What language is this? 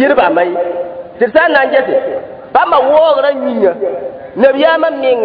Mossi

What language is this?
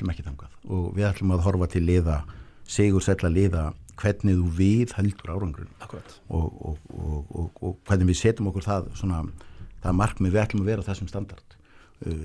Icelandic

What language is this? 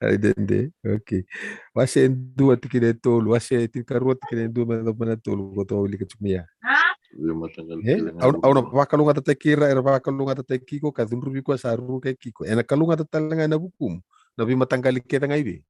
Fijian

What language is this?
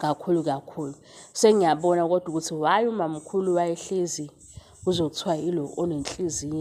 Zulu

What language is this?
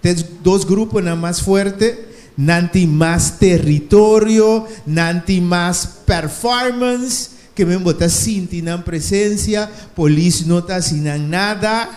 Papiamento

